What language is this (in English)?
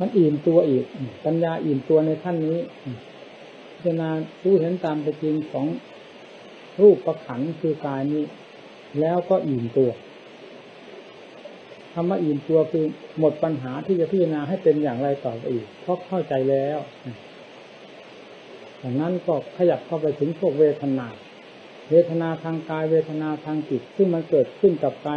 Thai